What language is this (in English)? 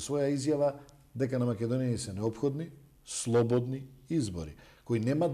Macedonian